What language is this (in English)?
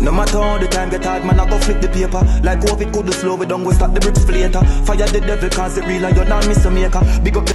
Jamaican Creole English